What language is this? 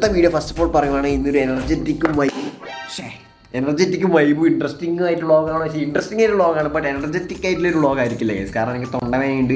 Malayalam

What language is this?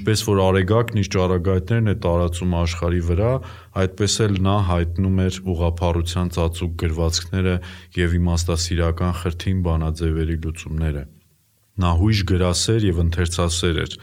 Armenian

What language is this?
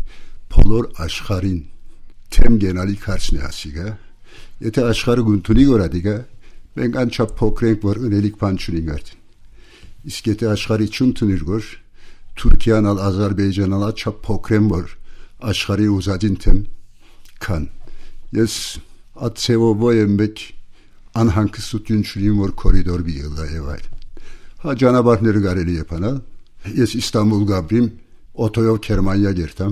Armenian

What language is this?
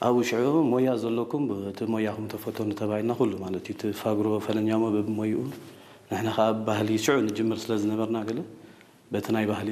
Tigrinya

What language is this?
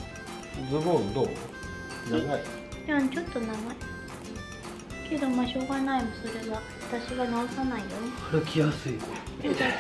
Japanese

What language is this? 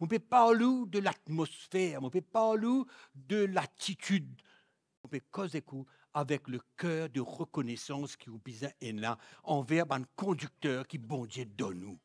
Morisyen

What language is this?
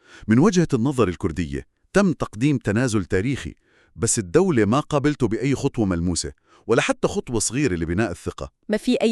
North Levantine Arabic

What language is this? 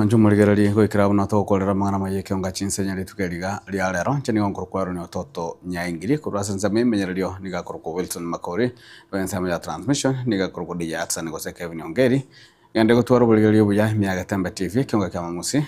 Gusii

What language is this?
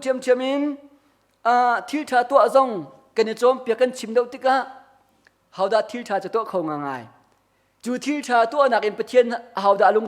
Hakha Chin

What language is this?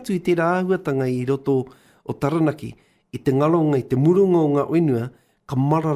Māori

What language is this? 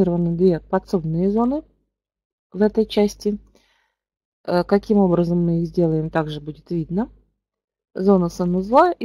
Russian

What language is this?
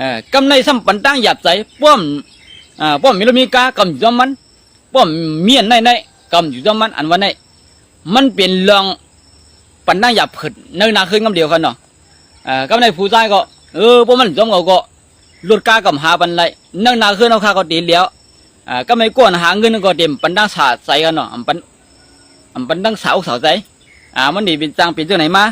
Shan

